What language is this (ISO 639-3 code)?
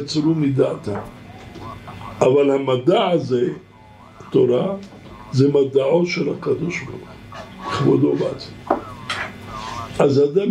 heb